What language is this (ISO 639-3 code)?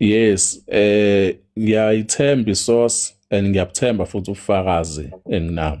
zul